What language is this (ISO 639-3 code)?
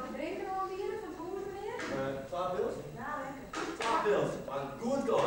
fry